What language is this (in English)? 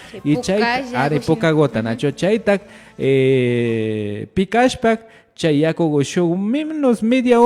Imbabura Highland Quichua